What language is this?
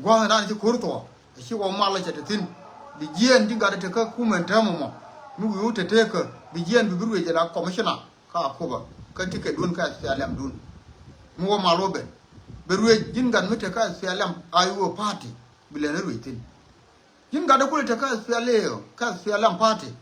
Nuer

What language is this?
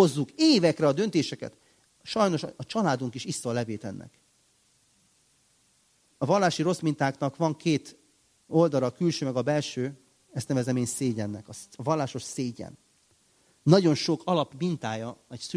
Hungarian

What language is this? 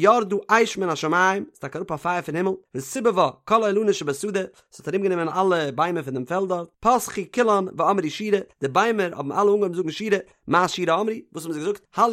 Yiddish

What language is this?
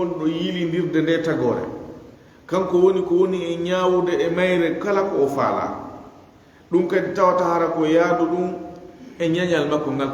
Fula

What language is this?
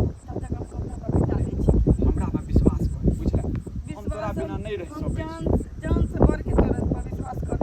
Maithili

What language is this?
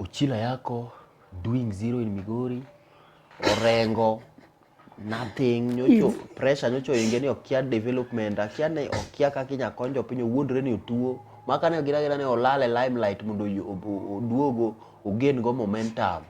Luo (Kenya and Tanzania)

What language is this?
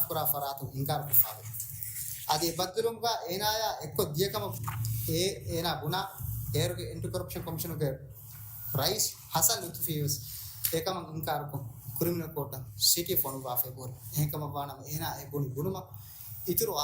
Divehi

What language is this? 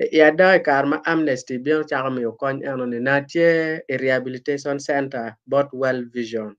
Acoli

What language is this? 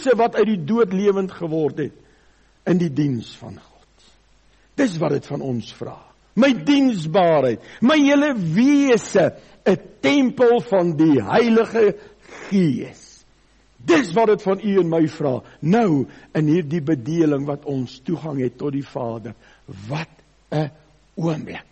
Afrikaans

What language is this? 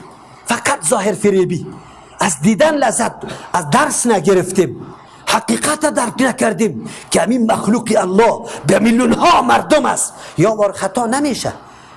Persian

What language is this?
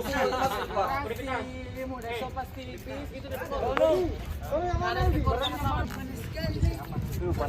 Manado Malay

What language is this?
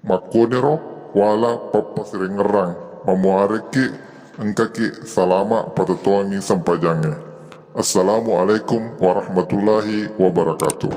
Buginese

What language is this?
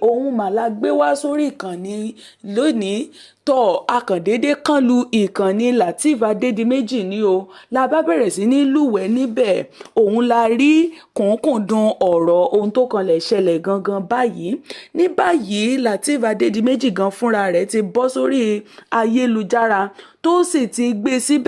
Yoruba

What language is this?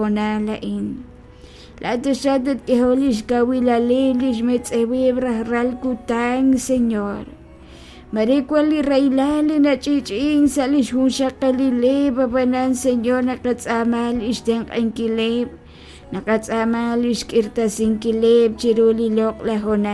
Kekchí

